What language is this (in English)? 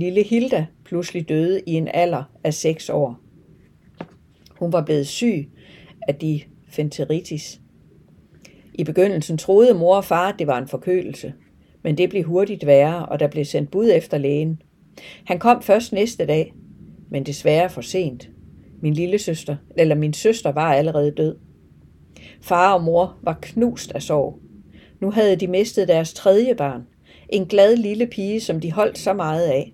Danish